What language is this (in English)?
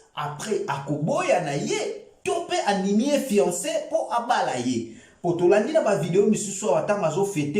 Lingala